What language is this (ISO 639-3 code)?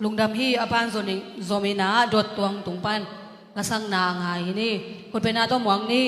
ctd